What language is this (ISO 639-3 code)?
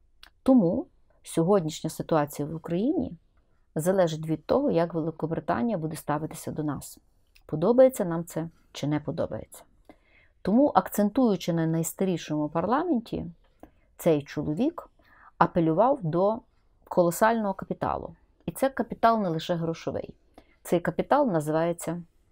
ukr